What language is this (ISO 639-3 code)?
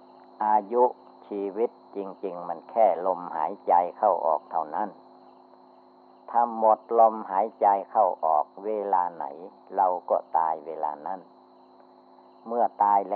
tha